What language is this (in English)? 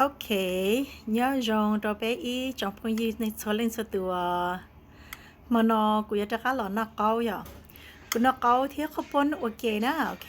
Hmong